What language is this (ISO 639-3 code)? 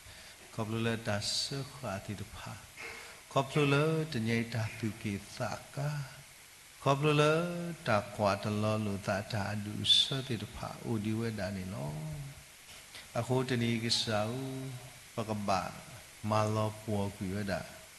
ksw